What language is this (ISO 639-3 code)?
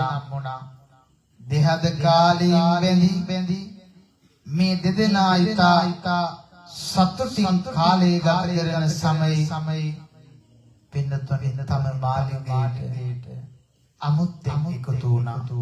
sin